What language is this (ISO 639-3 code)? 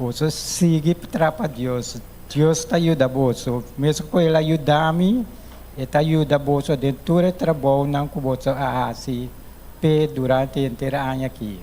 pap